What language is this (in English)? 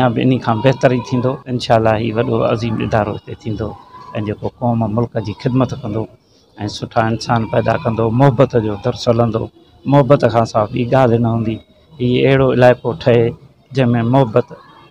Sindhi